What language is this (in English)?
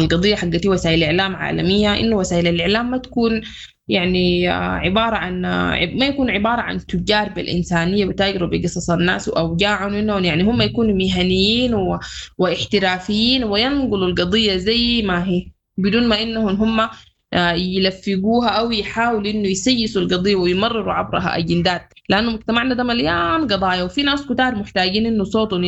Sudanese Arabic